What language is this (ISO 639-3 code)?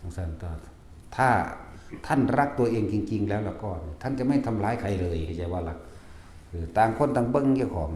tts